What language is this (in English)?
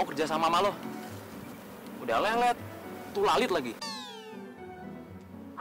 Indonesian